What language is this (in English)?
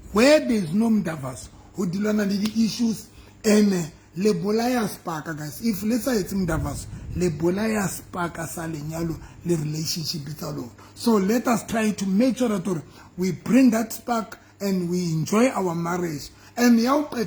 Southern Sotho